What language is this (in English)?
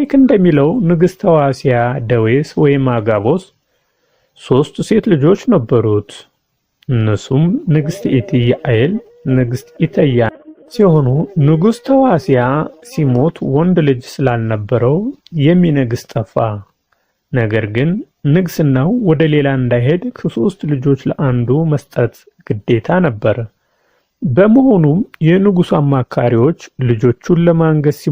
Amharic